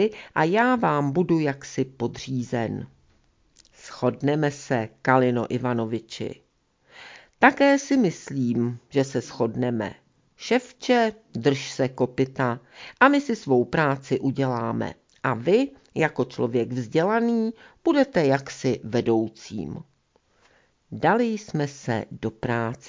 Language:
Czech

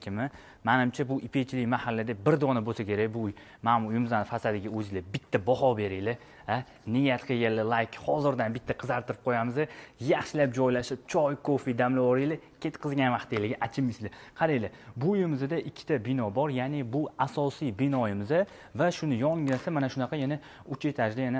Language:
Uzbek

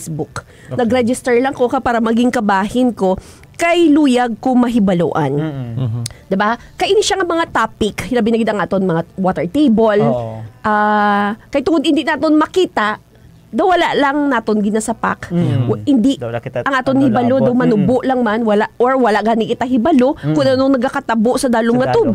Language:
Hiligaynon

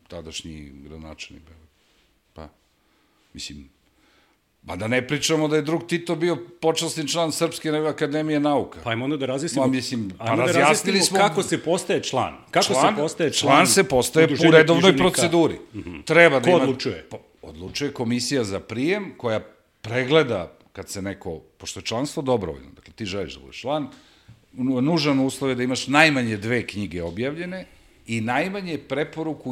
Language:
Serbian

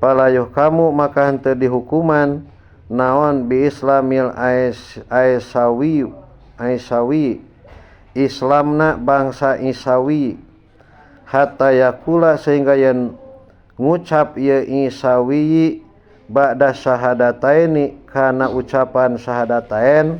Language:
Sundanese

